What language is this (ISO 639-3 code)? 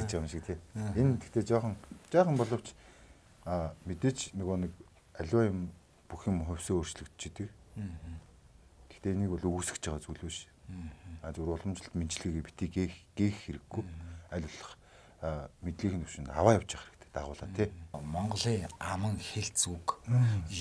mon